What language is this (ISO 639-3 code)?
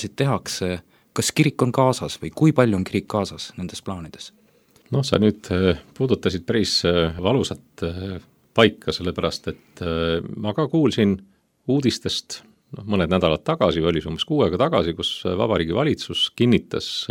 est